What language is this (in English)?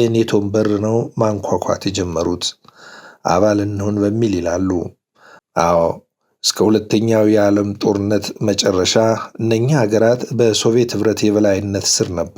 Amharic